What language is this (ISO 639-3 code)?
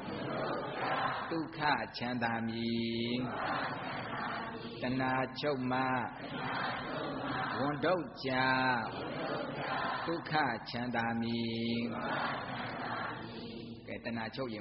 mya